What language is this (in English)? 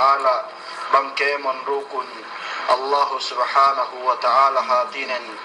Yakan